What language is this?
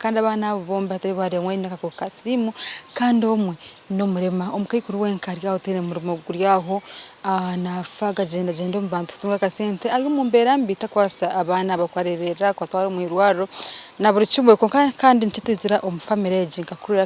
Nyankole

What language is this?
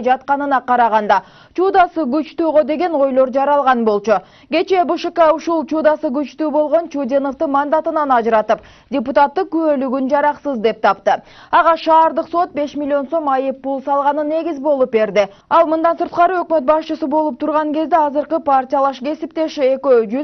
Kyrgyz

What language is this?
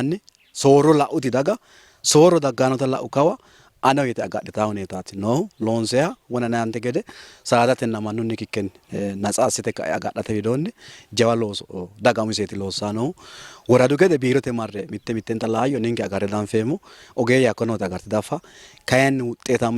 Sidamo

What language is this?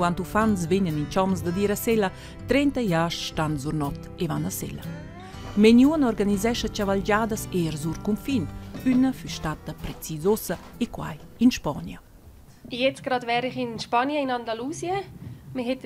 Romansh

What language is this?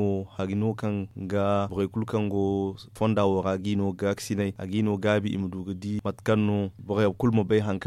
Zarma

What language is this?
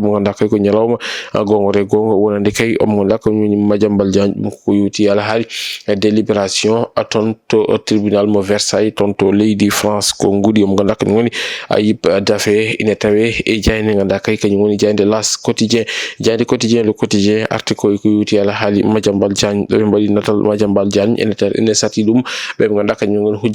Fula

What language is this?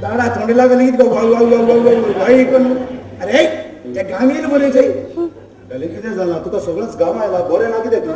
Konkani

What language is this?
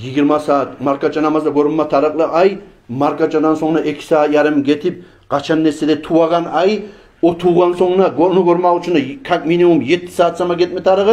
Kumyk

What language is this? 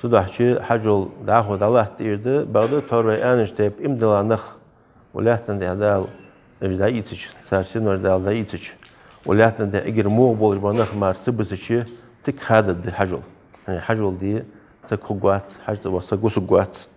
Ingush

